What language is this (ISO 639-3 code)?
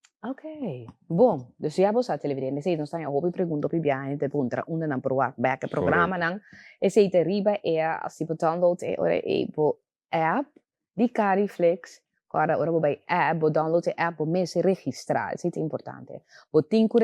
pap